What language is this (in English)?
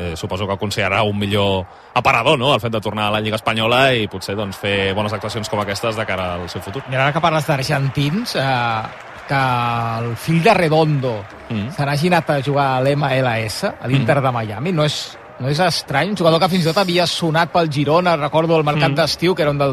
Catalan